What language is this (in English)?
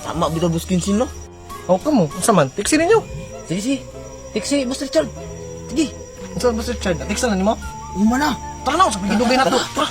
Cebuano